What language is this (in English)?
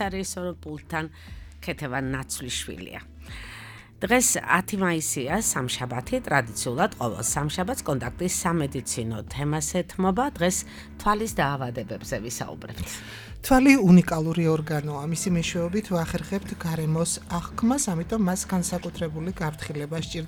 Georgian